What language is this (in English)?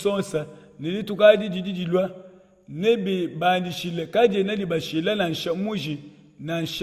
Luba-Lulua